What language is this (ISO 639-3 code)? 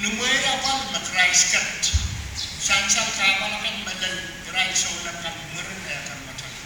pon